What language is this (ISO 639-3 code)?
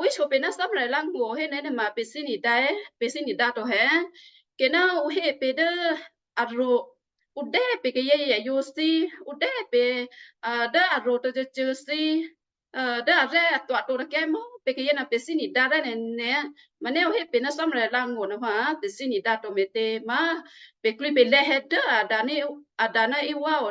kyu